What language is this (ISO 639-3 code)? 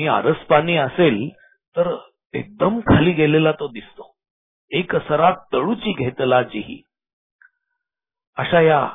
mar